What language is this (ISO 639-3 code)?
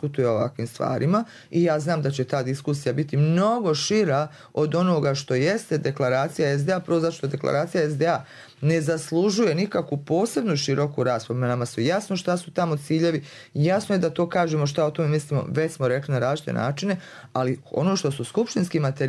hrv